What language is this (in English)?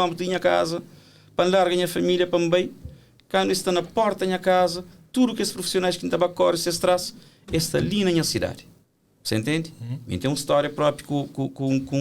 Kabuverdianu